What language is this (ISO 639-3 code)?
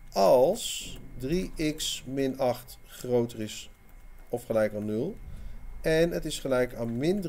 nld